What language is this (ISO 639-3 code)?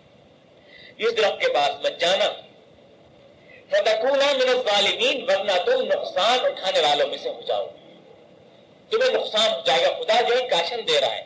urd